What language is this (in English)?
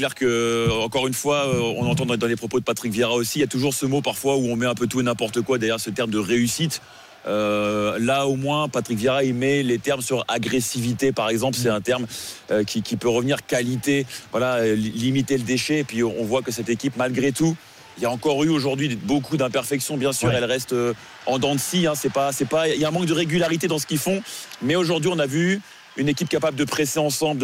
French